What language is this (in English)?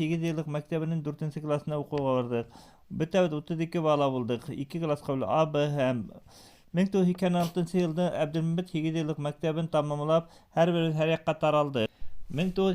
Bashkir